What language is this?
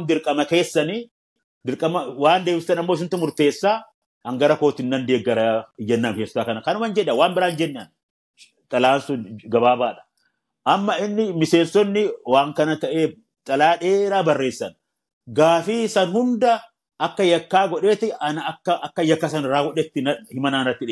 Oromo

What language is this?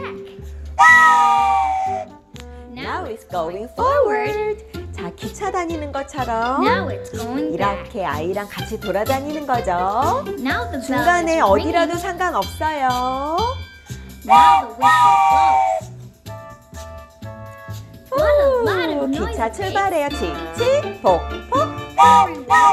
Korean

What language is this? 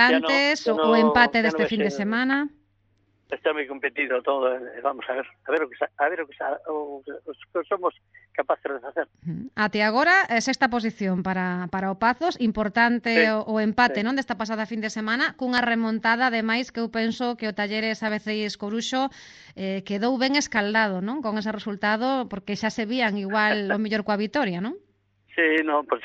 Galician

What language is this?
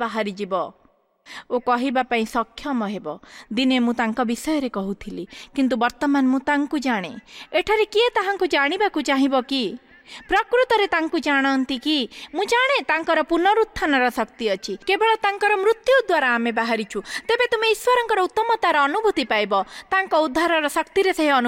Odia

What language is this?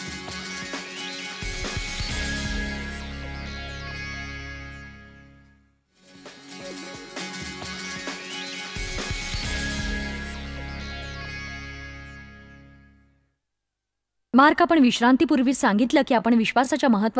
Marathi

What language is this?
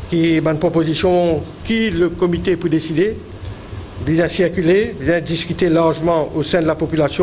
Morisyen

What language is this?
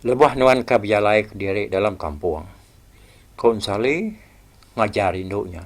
Iban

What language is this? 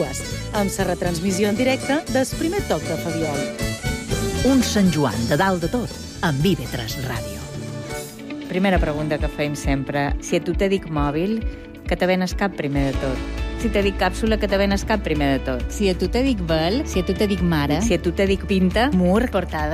Catalan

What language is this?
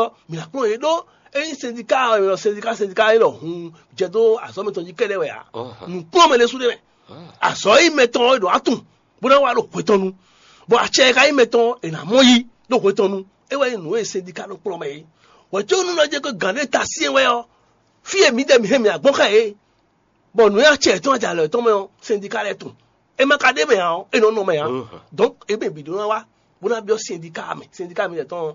Fon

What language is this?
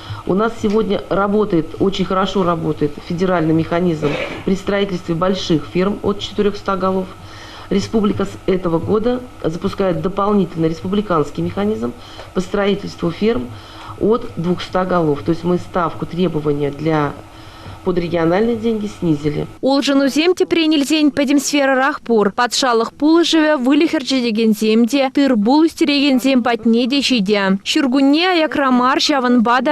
Chuvash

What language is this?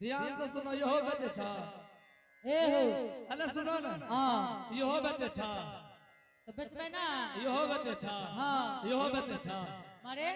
Angika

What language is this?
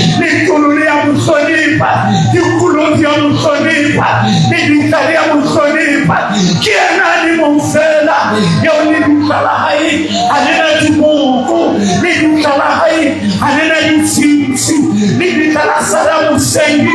Southern Sotho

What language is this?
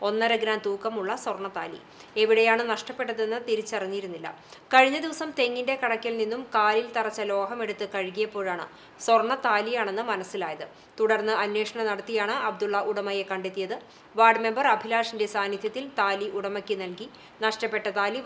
Malayalam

